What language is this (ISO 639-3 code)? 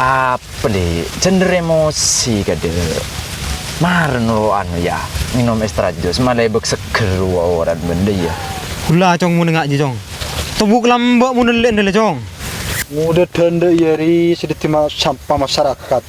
mad